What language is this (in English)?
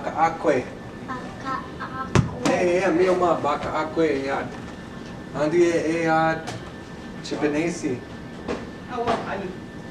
Chippewa